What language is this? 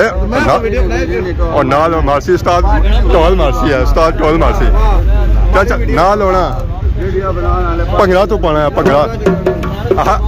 Pahari-Potwari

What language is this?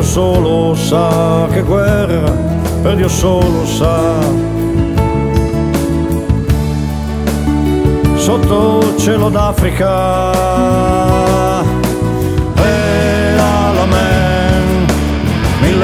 Italian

